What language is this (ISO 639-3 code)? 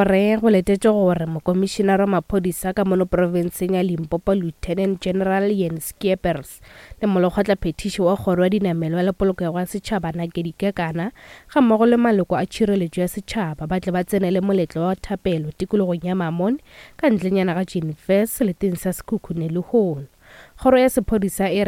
nso